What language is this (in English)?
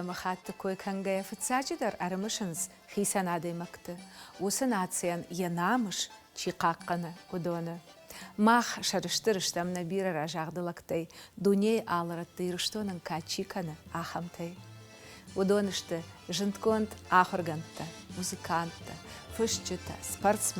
Ossetic